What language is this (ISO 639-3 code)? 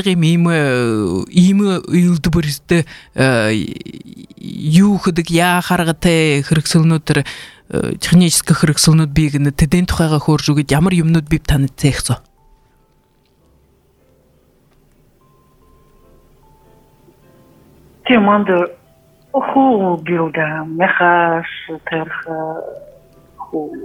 bua